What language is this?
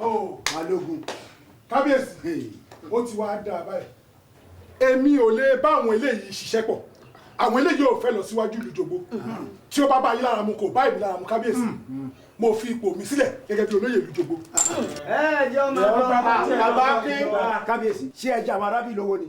Yoruba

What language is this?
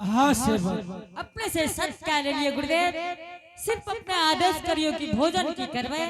Angika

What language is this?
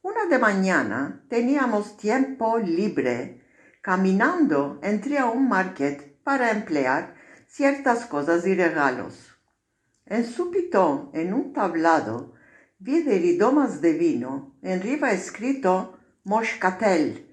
Ladino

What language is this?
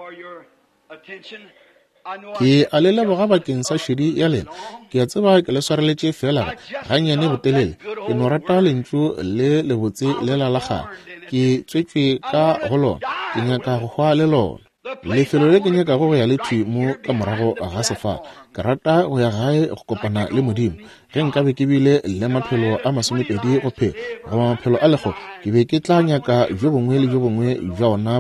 Northern Sotho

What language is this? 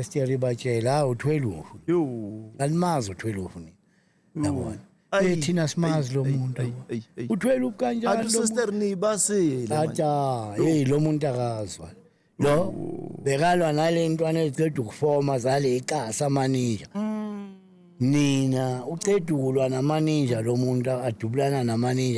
Zulu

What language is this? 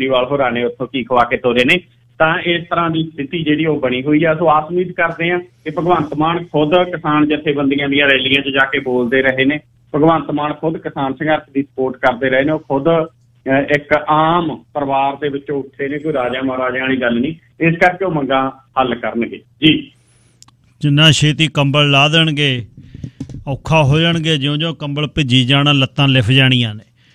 Punjabi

